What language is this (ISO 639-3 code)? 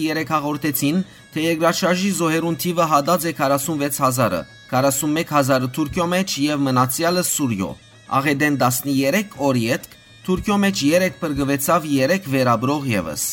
hyw